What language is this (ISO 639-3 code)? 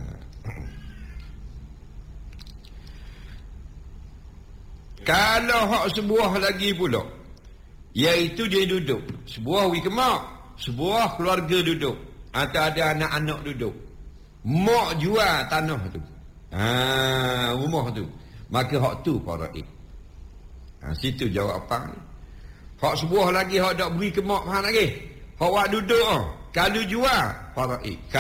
msa